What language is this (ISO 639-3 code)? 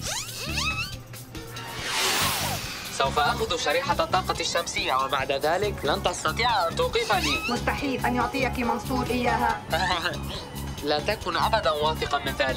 ara